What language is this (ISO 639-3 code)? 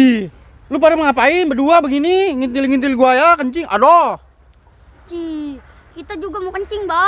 bew